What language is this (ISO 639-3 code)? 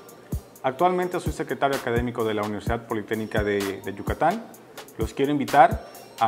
spa